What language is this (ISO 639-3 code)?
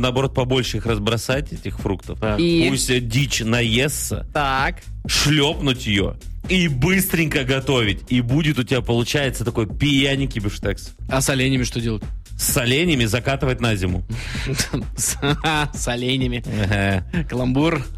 rus